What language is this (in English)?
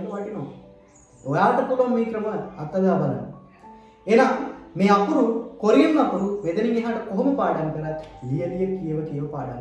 Sinhala